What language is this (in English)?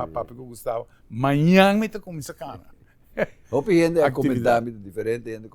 Papiamento